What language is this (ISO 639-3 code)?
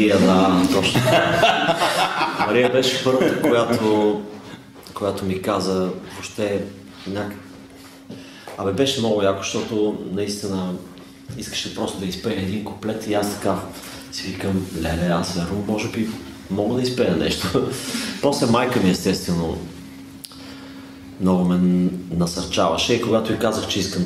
bul